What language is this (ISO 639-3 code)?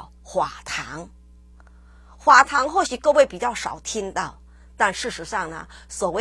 zho